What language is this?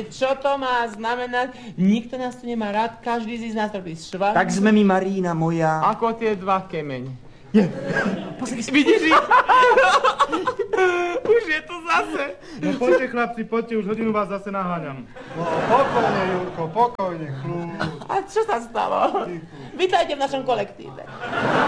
Slovak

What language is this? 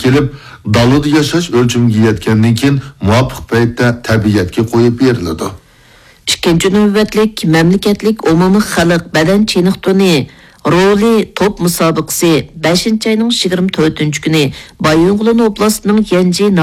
Uyghur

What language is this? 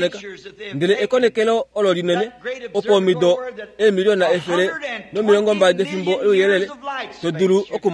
Kuanyama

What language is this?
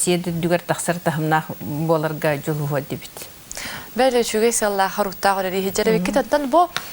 Yakut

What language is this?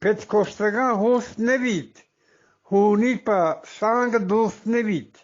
Eastern Balochi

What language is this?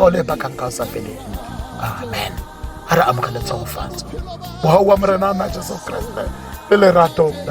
Tswana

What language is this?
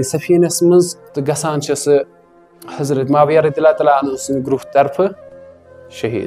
Kashmiri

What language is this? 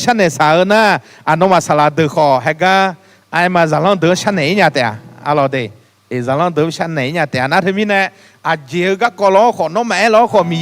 Akha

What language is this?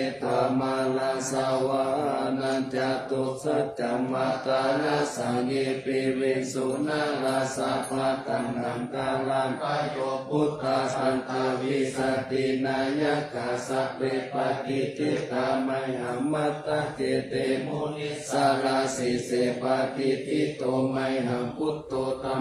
Pali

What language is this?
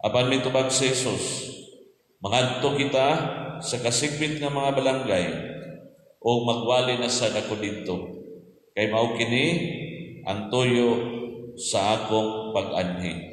Cebuano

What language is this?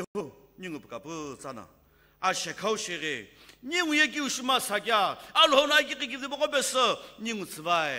Sumi Naga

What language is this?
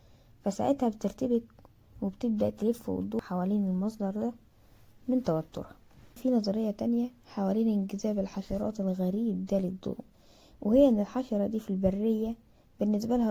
Egyptian Arabic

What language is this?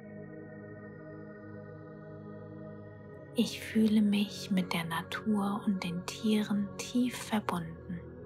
German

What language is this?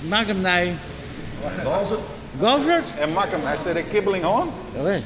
Western Frisian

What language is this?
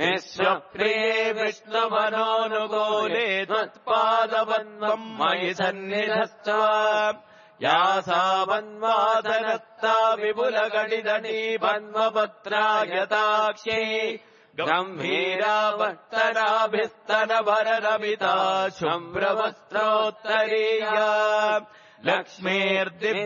Sanskrit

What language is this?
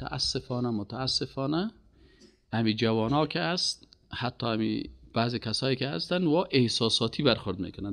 Persian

